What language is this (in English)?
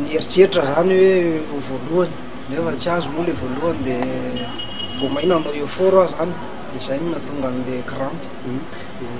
Malagasy